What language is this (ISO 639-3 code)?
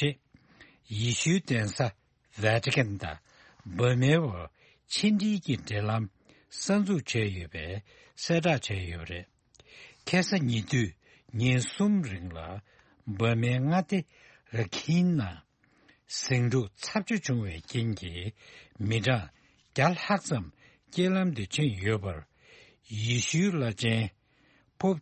bod